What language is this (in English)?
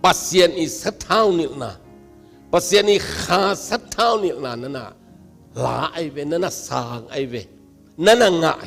Tedim Chin